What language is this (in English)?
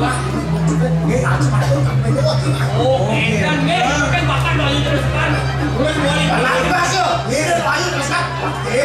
Balinese